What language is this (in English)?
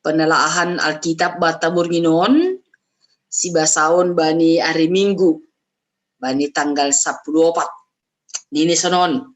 Batak Simalungun